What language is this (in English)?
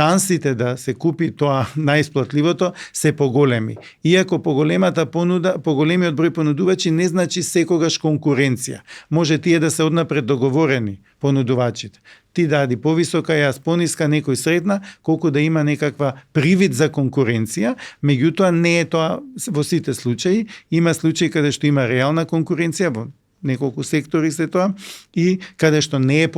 Macedonian